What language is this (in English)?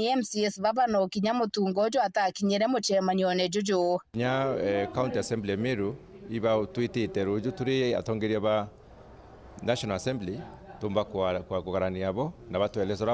Meru